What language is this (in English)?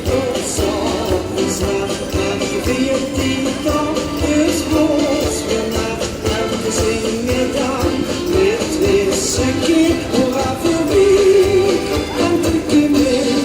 Limburgish